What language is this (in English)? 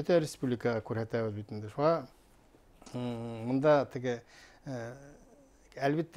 Bashkir